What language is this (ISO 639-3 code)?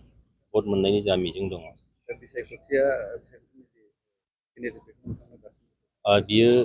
brx